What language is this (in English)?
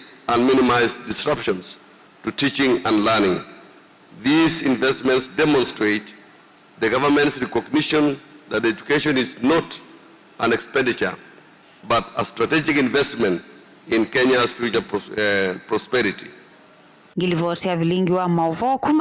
Kamba